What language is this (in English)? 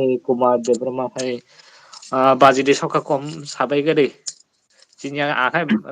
Kok Borok